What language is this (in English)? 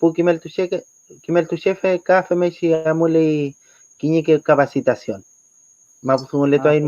Mapuche